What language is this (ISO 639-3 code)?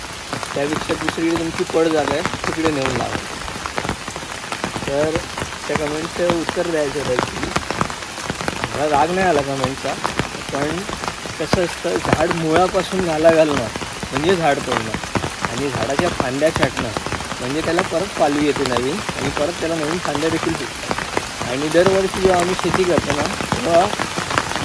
mar